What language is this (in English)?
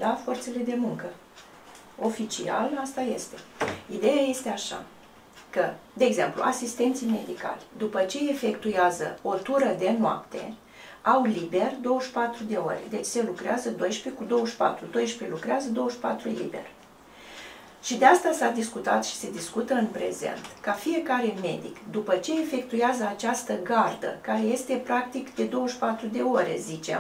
Romanian